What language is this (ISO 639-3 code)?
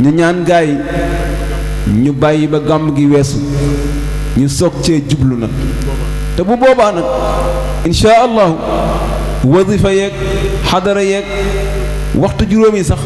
wol